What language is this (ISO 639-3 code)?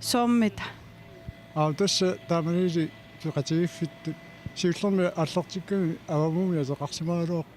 kal